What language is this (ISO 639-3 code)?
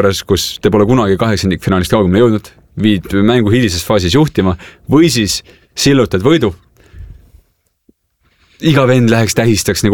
est